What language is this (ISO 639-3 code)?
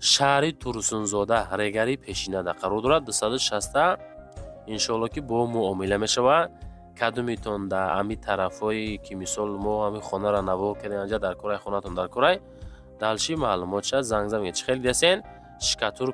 tgk